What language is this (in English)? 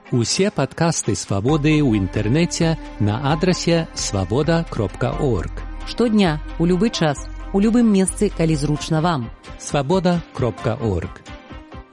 Belarusian